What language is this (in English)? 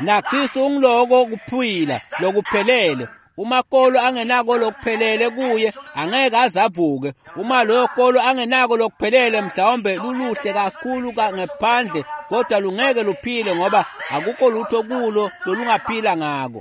Swati